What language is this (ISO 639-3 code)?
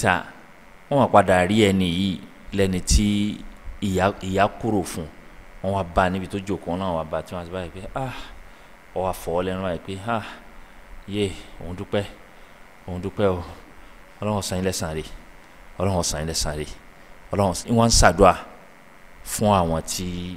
yor